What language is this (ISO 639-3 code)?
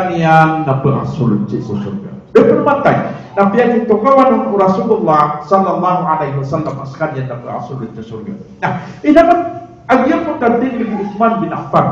mrw